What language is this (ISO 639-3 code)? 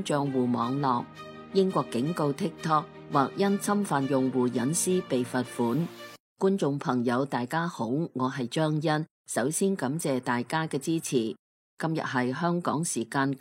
yue